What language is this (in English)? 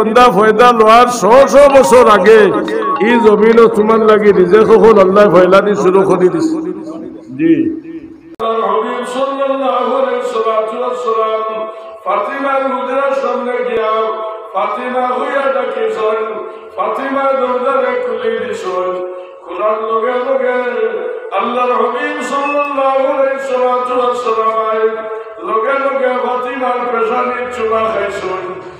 Sylheti